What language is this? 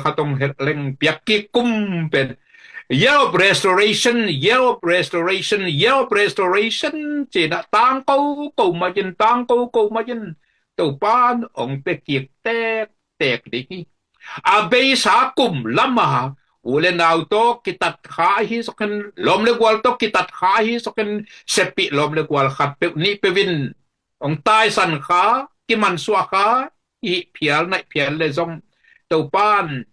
Tedim Chin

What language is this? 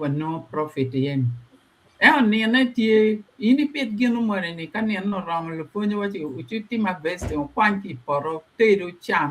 Acoli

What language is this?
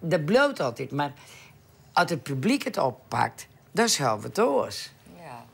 Western Frisian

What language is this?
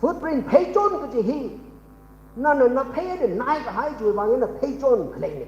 Tangkhul Naga (India)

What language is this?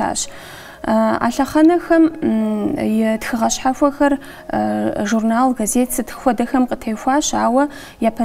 Kabardian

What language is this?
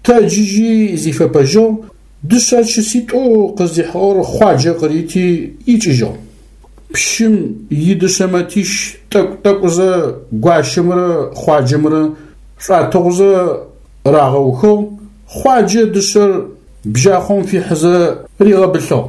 Adyghe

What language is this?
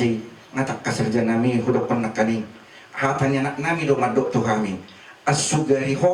Batak Toba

